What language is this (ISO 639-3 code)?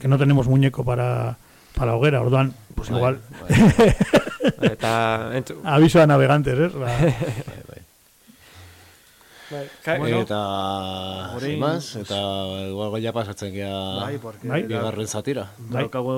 eus